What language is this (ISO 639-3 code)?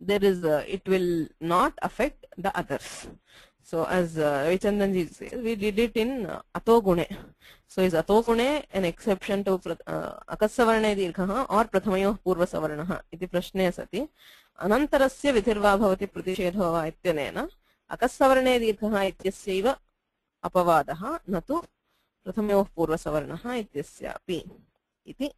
san